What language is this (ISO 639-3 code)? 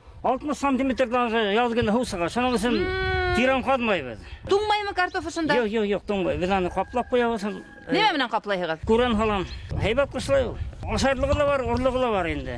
bak